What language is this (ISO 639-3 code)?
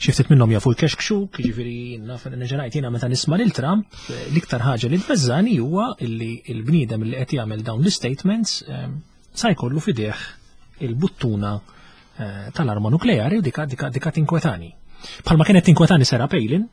mlt